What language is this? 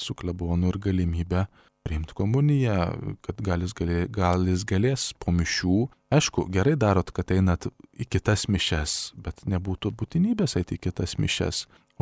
Lithuanian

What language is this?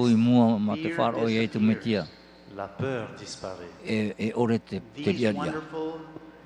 Tahitian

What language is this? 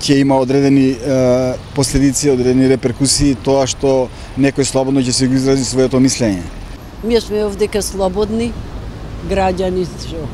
Macedonian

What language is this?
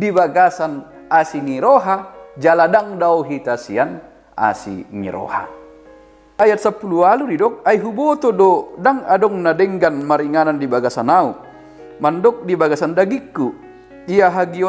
Batak Toba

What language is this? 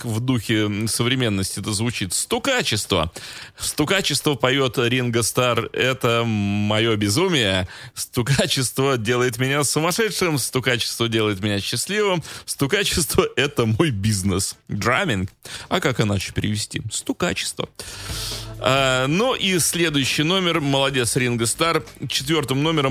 Russian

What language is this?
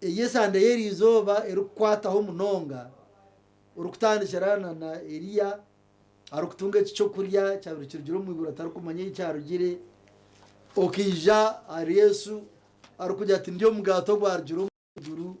Nyankole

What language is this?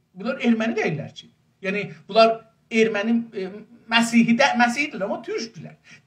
South Azerbaijani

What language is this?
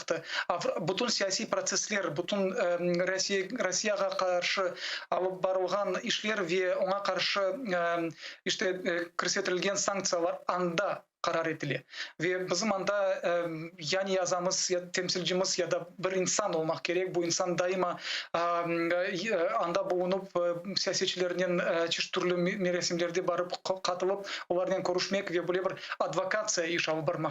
Crimean Tatar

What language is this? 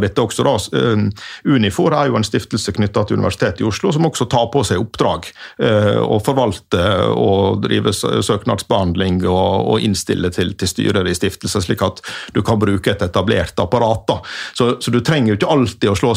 Norwegian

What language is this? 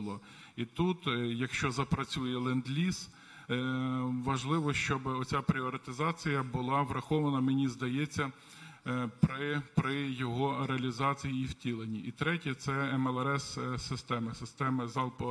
Ukrainian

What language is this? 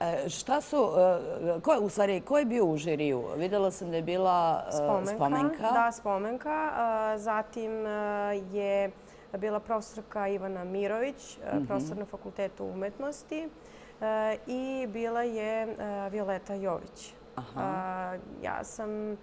Serbian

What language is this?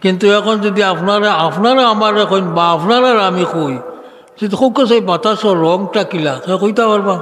Sylheti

